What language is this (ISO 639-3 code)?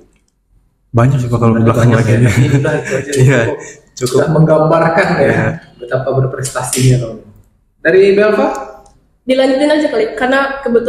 ind